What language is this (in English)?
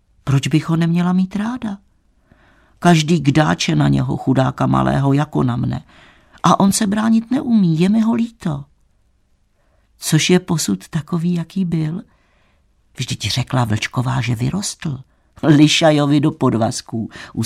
Czech